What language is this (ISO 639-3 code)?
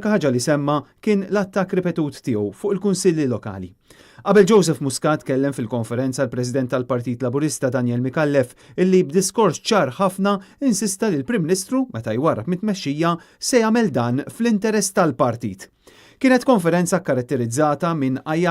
mlt